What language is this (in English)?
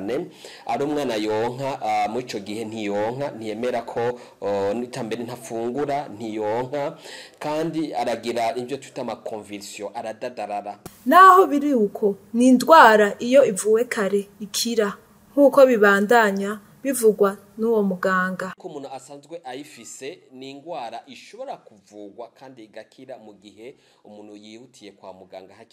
Rundi